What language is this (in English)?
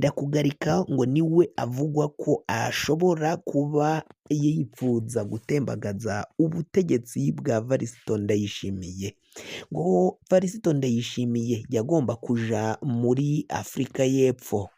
Rundi